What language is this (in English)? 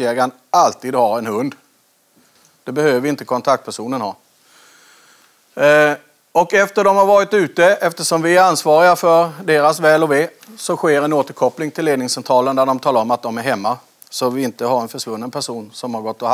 Swedish